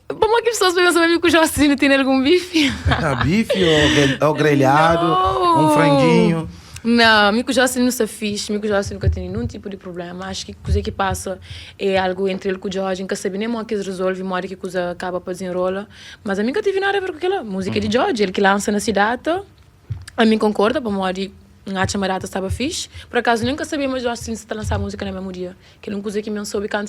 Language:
Kabuverdianu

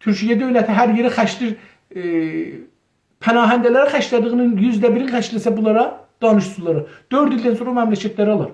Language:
South Azerbaijani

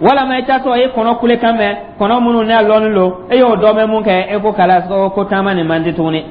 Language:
Dyula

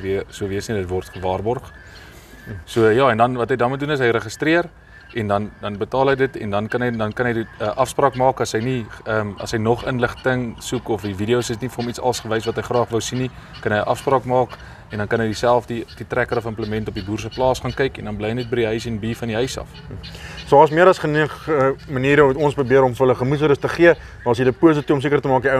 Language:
Afrikaans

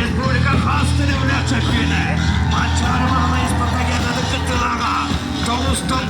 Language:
Yakut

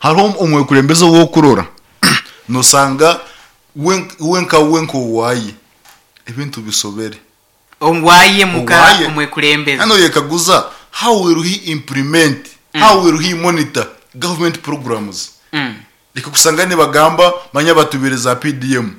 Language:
Nyankole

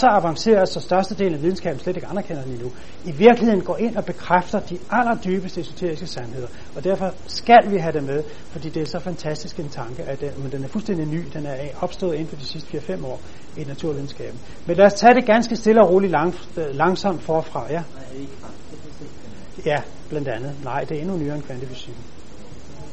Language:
Danish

